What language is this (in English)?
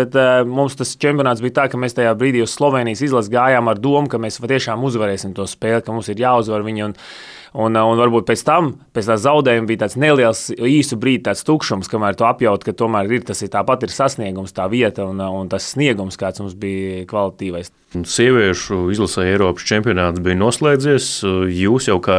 Latvian